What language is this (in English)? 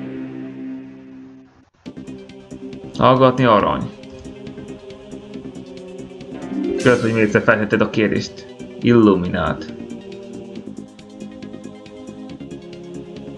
Hungarian